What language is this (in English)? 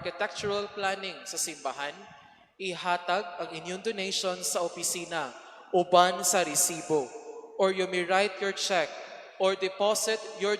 Cebuano